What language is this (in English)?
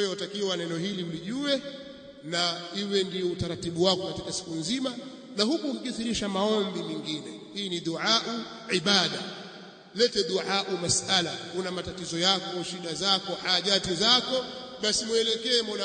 Swahili